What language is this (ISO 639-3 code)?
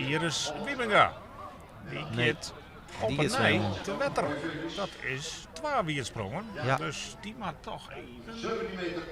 fry